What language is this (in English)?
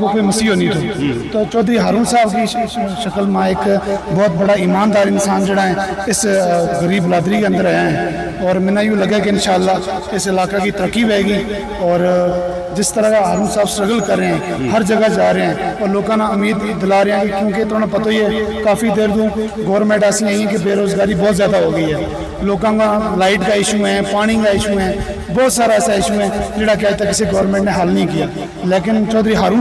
Gujari